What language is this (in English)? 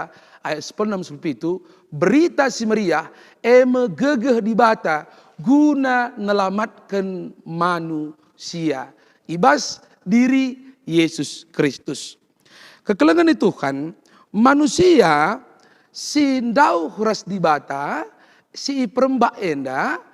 Batak Karo